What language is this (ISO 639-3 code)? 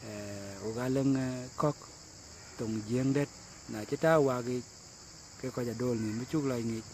din